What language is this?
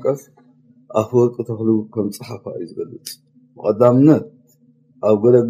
Tigrinya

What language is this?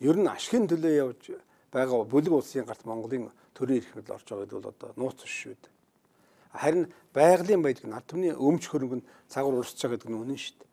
Mongolian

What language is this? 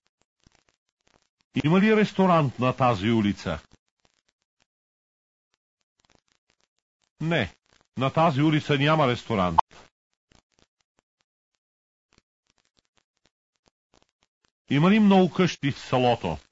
Bulgarian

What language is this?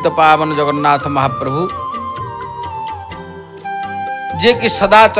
Odia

